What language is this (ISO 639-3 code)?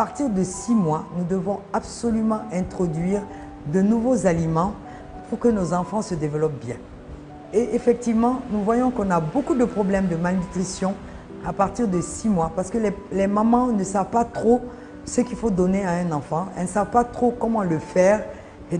fra